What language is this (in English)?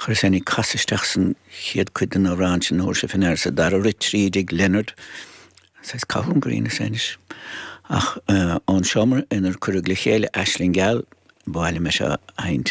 Irish